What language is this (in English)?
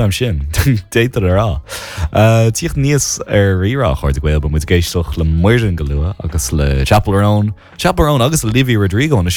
Irish